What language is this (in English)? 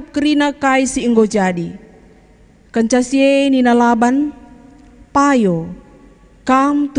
Batak Karo